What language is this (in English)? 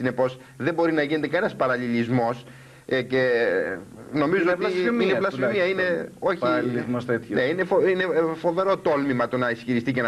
Greek